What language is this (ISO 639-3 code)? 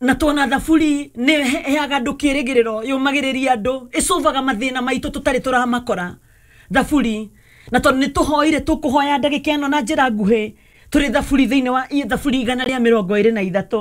kik